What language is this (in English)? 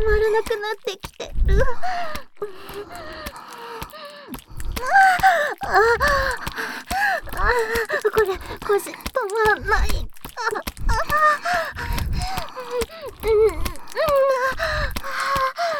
Japanese